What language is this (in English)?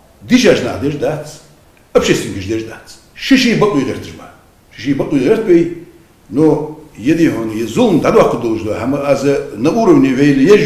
Ingush